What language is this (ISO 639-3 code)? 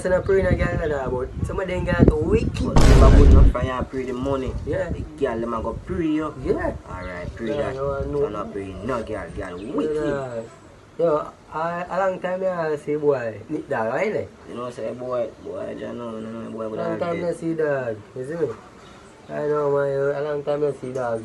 jam